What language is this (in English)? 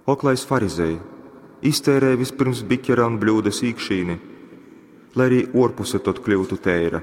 Latgalian